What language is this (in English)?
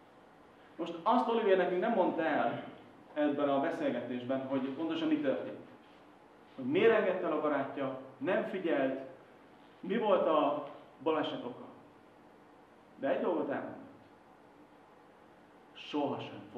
Hungarian